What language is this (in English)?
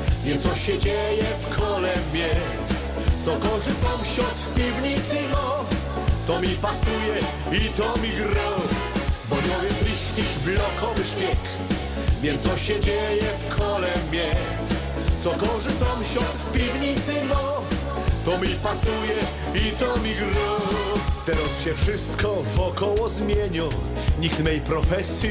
Silesian